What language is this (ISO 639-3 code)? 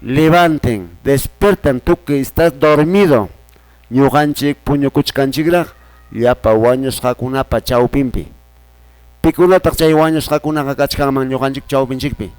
que